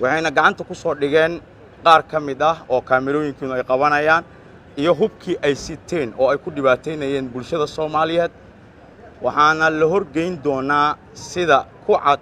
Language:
Somali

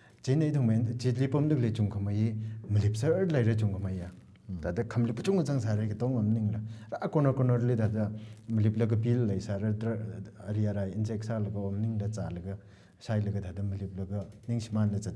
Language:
Tangkhul Naga (India)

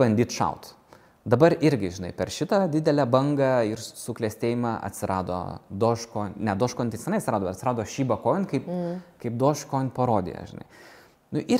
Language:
Lithuanian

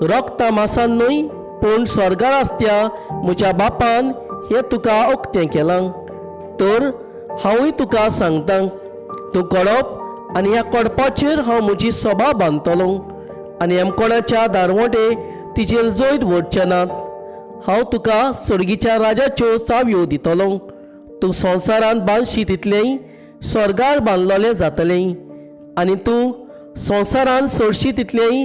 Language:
Konkani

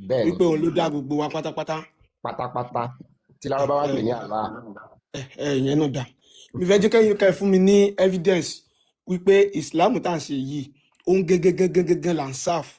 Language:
Yoruba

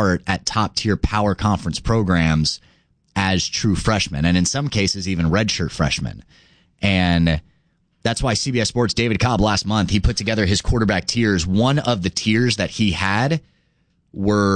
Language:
English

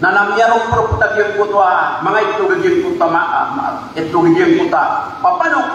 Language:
Maranao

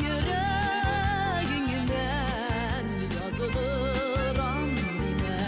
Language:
Bashkir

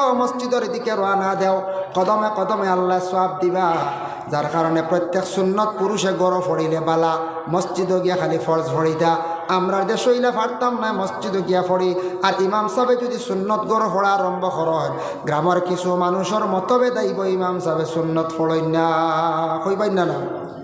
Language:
Sylheti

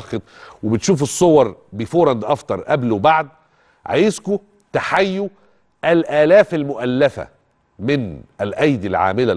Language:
Egyptian Arabic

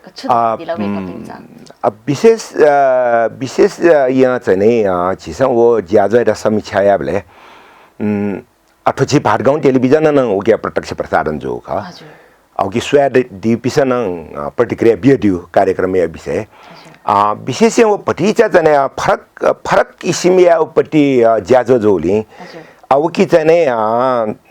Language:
Newari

